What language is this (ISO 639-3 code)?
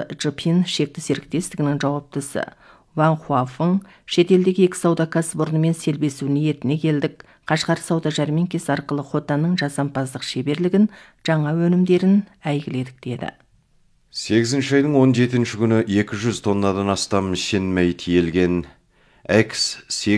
kaz